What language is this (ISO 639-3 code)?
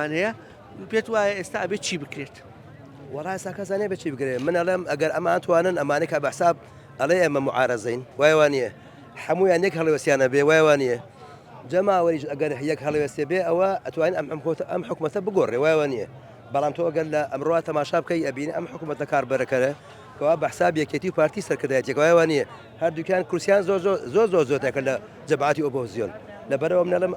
ckb